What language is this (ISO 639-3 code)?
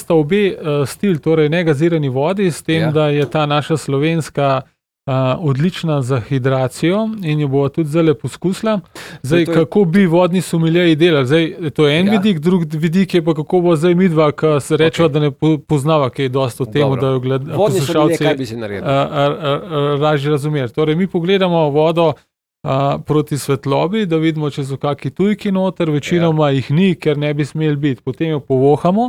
slv